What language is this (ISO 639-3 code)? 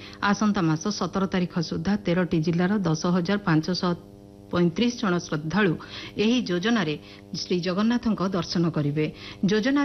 ori